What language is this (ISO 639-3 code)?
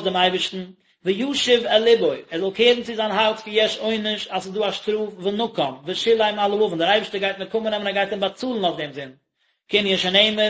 yid